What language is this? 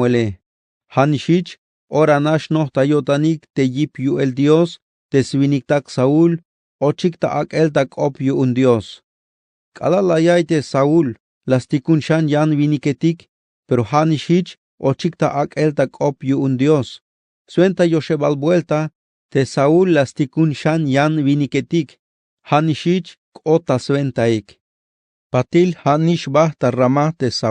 Tzeltal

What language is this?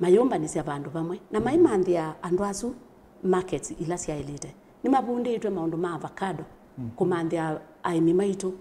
Kamba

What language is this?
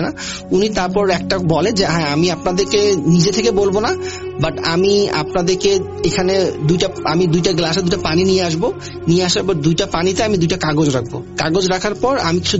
Bangla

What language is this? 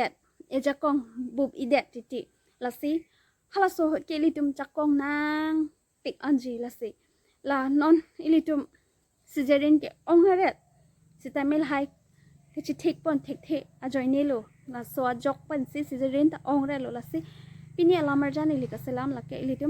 Karbi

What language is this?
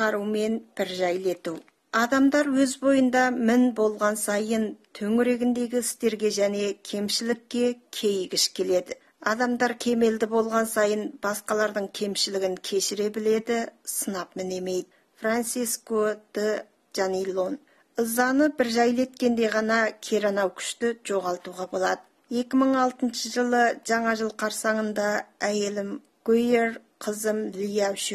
Kazakh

